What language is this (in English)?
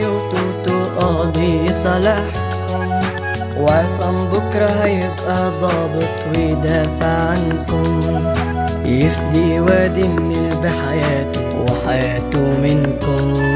Egyptian Arabic